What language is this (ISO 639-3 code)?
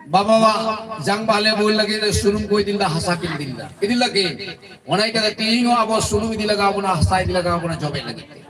sat